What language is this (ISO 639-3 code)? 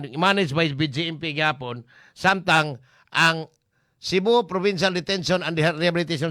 ceb